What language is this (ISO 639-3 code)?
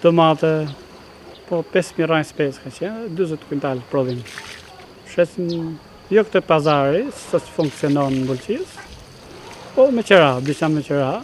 sqi